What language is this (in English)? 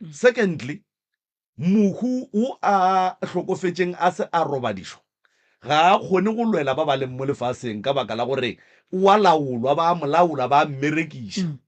Northern Sotho